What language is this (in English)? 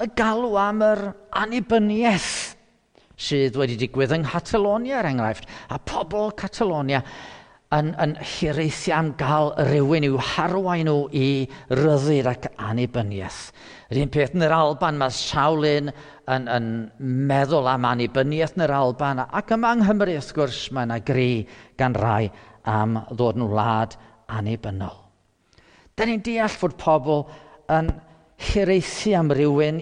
Welsh